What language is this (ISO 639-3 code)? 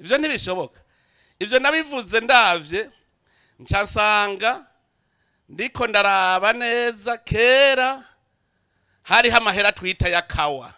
run